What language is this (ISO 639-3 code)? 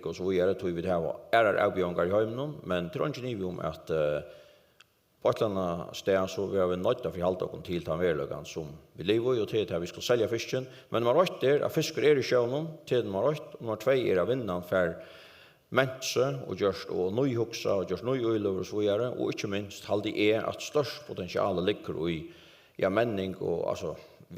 fao